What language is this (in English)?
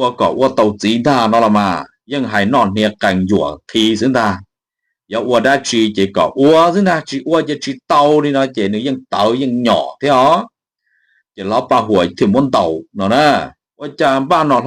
Hmong